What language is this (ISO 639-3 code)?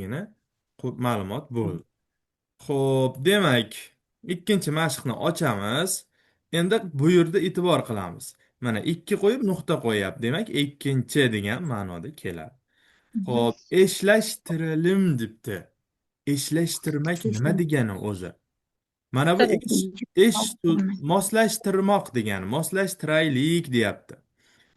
uzb